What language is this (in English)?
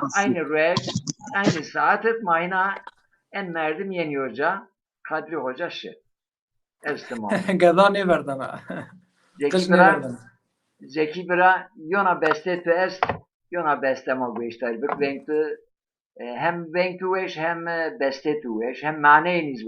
Zaza